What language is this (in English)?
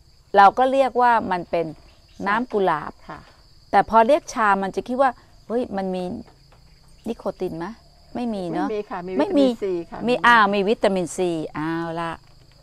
Thai